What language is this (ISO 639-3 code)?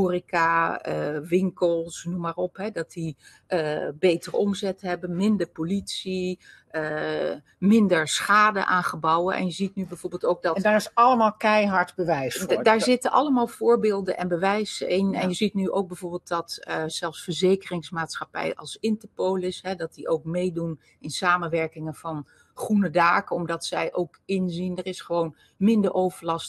nld